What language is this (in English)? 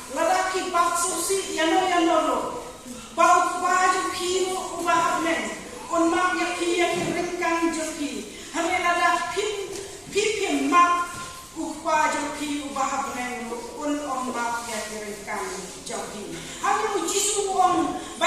Khasi